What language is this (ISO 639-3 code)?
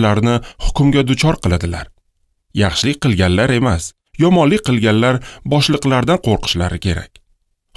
uzb